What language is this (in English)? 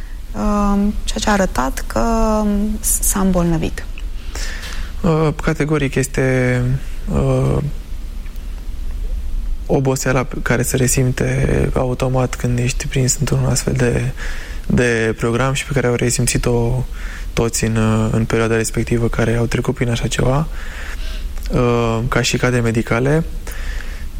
Romanian